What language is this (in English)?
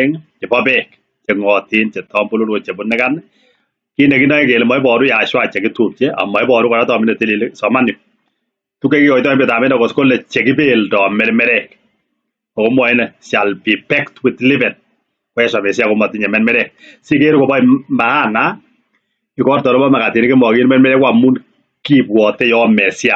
Kalenjin